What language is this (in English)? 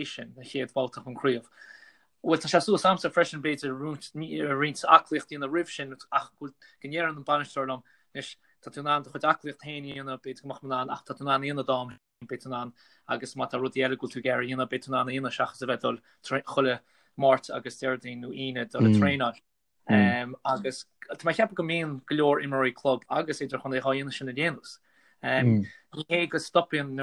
Irish